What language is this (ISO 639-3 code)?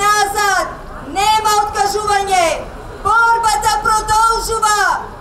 mkd